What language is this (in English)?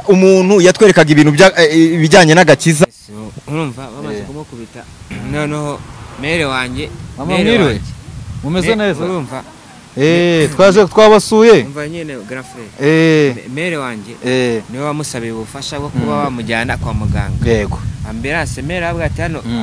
Kinyarwanda